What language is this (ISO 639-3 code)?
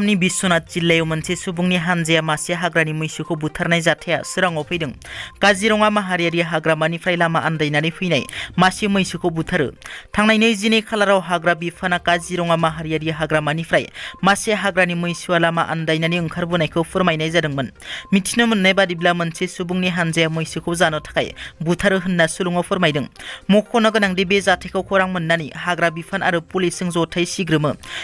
brx